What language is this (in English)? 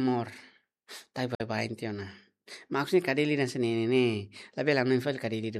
Tetum